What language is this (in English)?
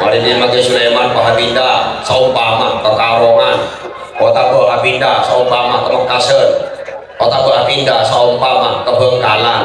Madurese